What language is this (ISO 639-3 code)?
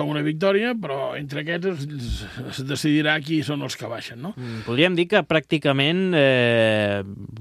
cat